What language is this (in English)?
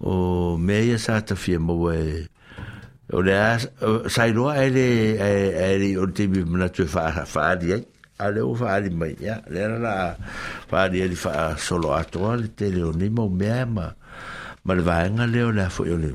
Samoan